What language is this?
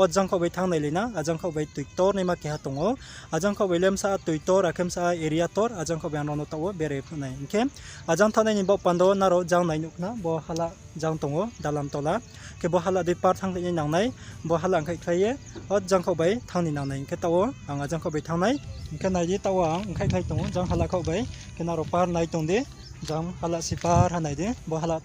Riang (India)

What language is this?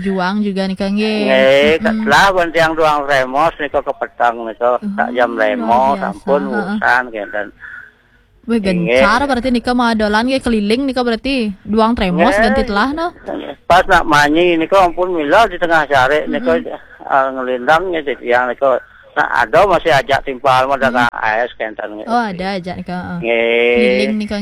Balinese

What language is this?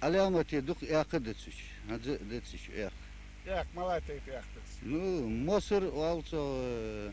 Ingush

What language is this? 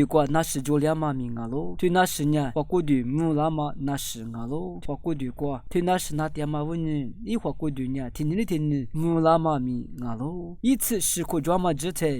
Lisu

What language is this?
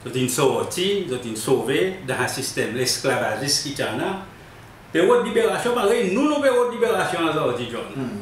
Seselwa Creole French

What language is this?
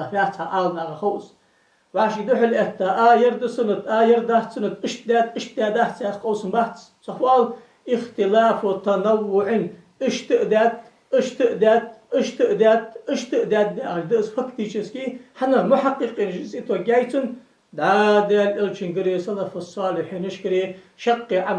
Ingush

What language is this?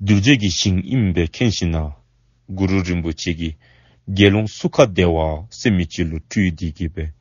Dzongkha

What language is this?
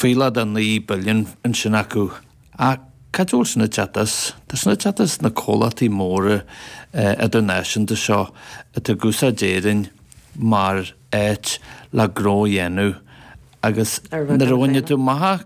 Irish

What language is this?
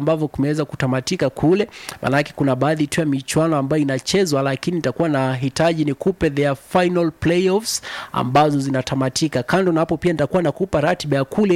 Swahili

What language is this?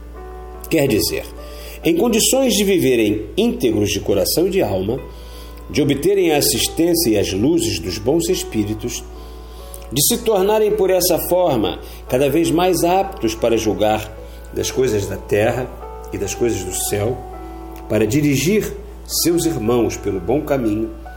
Portuguese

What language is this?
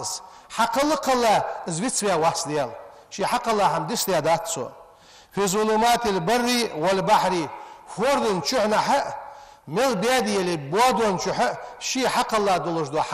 Ingush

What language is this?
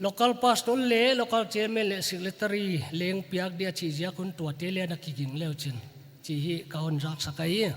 Paite Chin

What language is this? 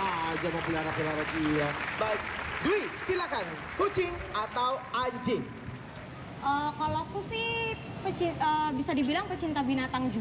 Indonesian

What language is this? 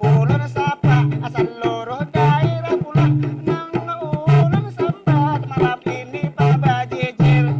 Banjar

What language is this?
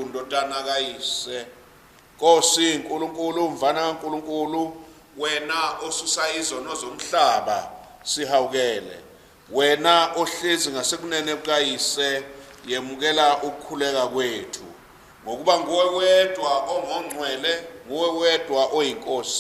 Zulu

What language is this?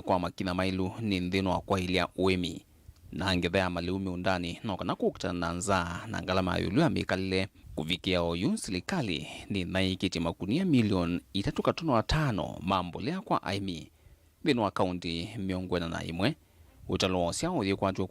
Kamba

